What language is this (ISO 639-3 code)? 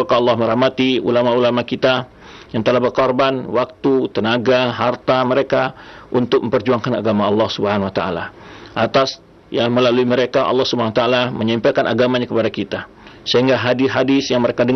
ind